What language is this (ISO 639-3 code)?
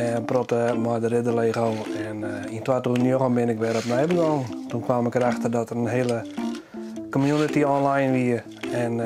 fry